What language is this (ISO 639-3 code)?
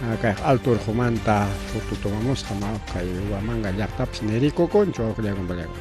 quy